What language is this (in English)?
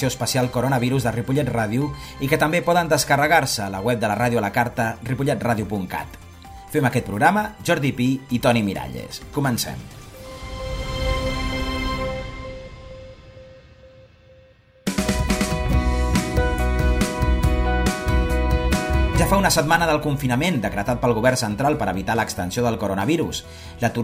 Catalan